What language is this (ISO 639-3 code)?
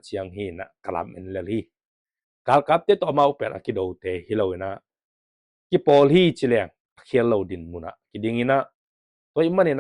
ctd